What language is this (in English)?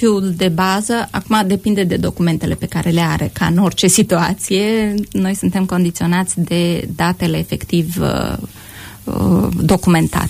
Romanian